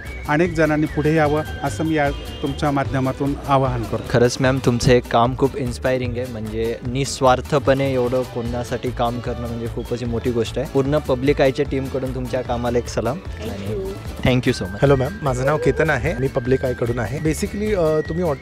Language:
Marathi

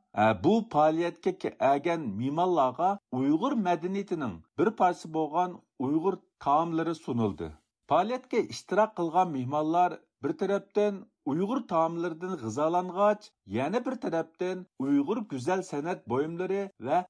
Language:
Uyghur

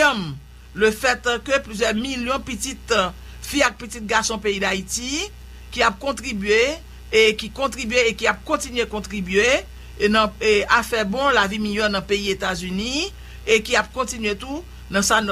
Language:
Haitian Creole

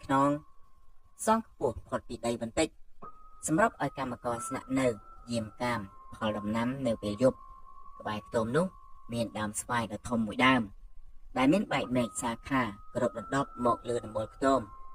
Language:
Khmer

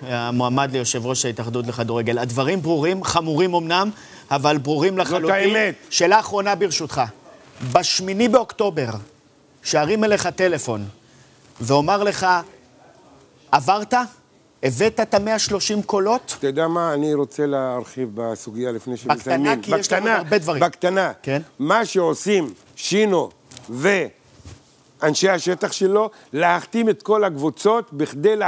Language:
Hebrew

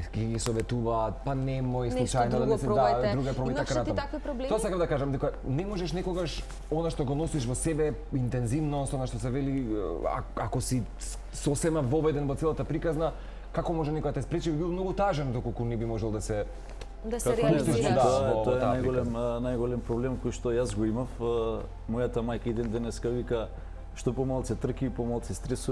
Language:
Macedonian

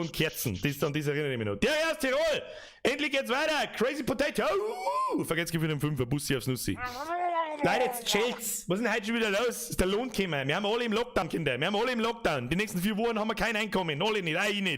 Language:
Bavarian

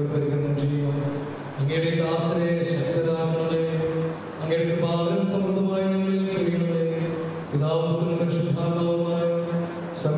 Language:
Malayalam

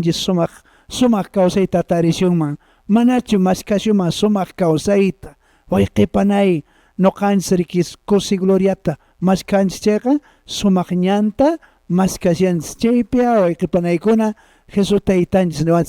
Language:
Quechua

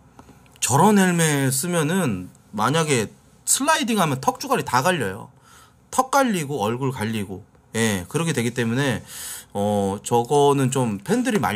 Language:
Korean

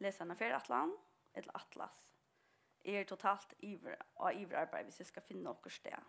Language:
Faroese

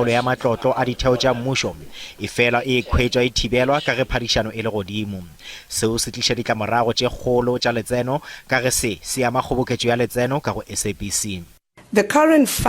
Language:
Northern Sotho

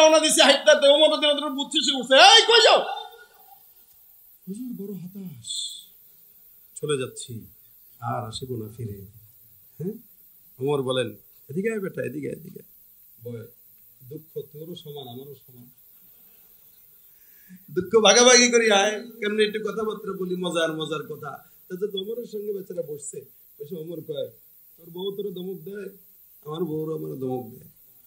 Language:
Bangla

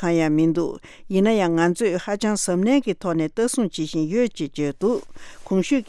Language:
Tibetan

